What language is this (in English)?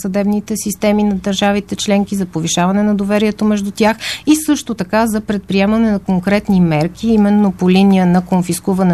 Bulgarian